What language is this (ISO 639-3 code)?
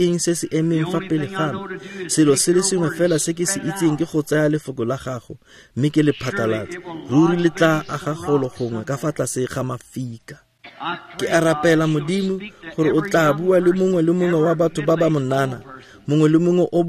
tsn